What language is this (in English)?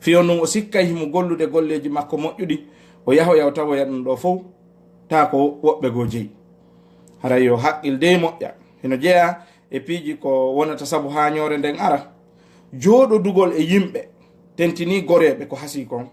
Fula